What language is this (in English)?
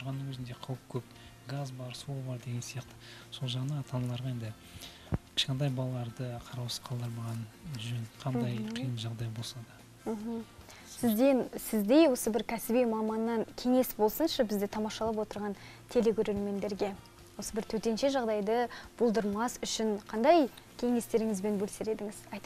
Kazakh